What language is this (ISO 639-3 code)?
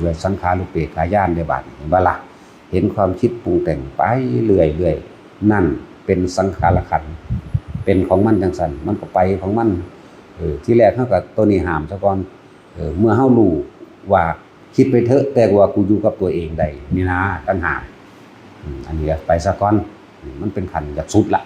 tts